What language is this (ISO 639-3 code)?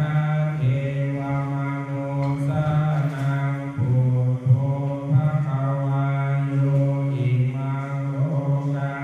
pli